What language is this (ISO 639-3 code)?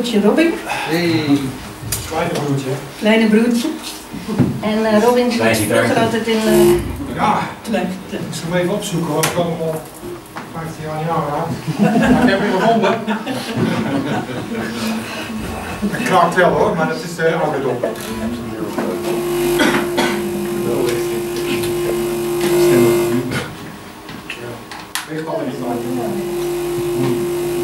nld